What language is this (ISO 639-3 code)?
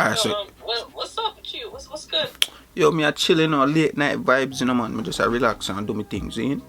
jam